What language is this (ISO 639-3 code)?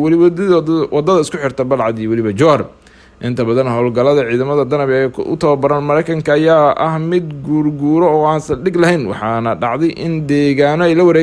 som